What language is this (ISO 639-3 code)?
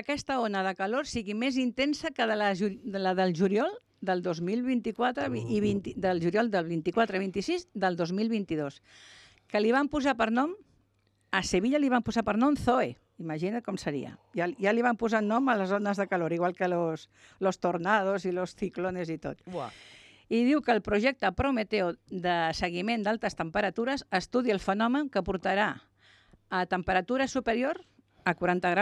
cat